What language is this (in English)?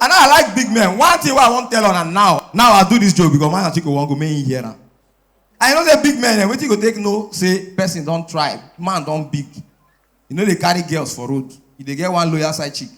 Nigerian Pidgin